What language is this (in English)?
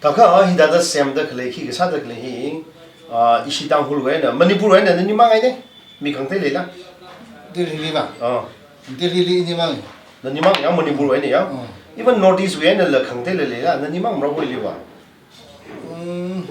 Tangkhul Naga (India)